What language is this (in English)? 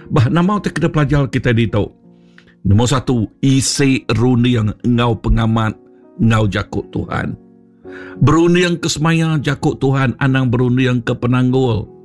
Iban